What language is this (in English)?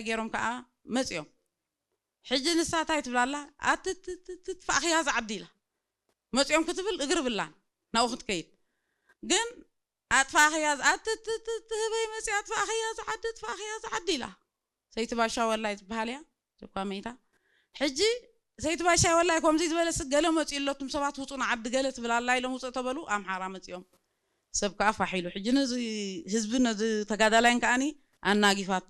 Tigrinya